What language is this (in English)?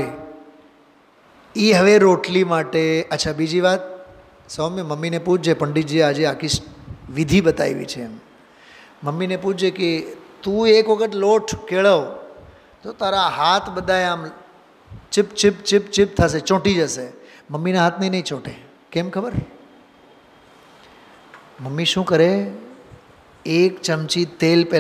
Gujarati